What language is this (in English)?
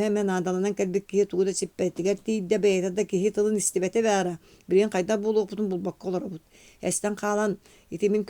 Yakut